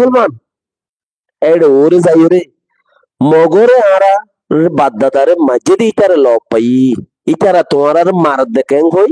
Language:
Rohingya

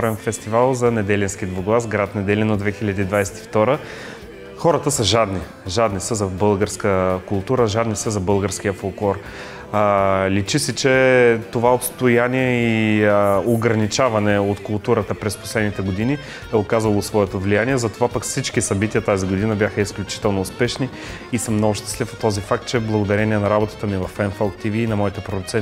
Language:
Bulgarian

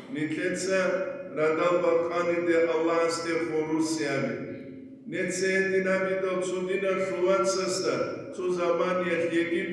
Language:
Avaric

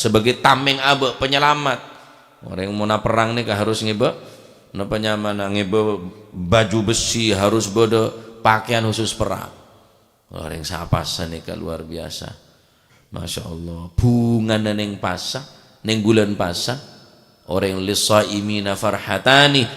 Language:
Madurese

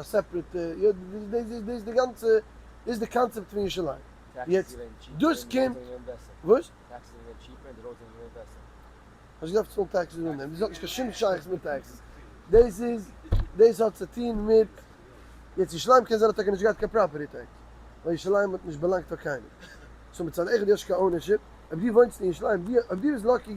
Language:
Yiddish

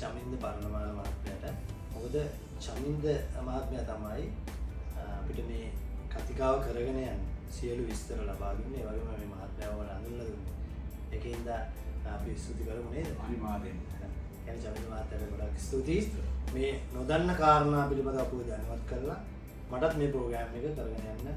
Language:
Sinhala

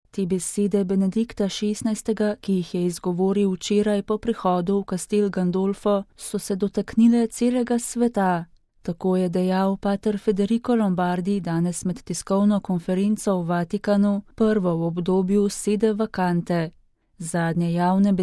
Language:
Slovenian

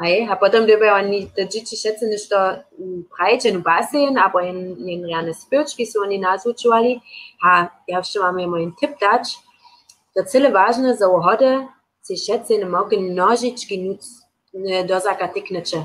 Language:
Upper Sorbian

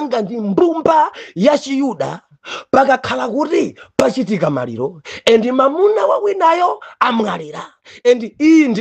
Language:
Nyanja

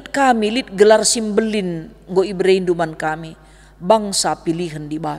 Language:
Batak Karo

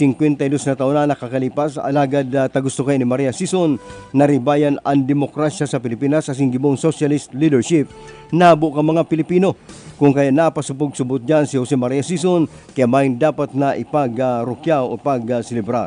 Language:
Bikol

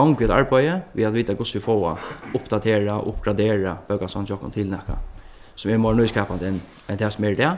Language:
Faroese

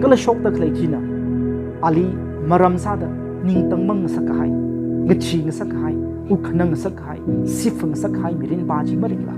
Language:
Tangkhul Naga (India)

